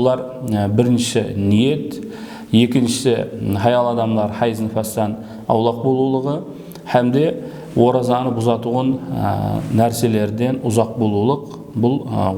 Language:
Kara-Kalpak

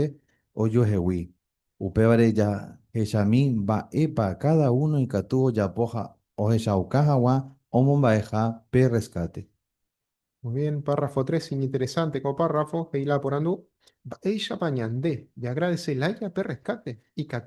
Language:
Guarani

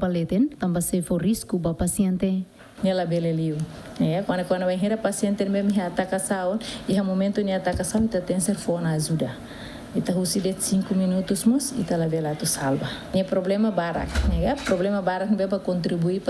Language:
Tetum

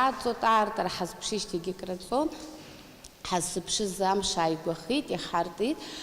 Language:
Abkhazian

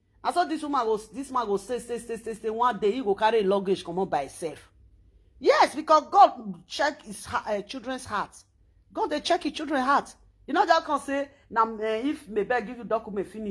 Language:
Nigerian Pidgin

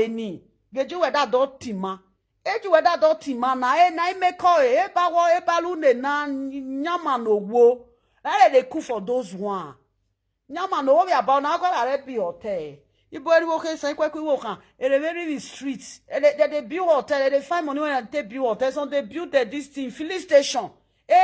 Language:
Nigerian Pidgin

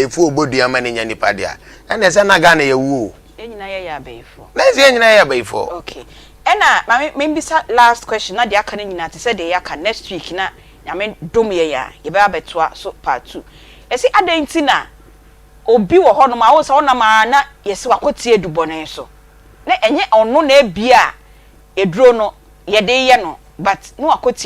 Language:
Akan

